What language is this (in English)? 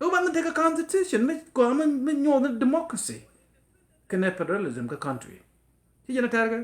Nuer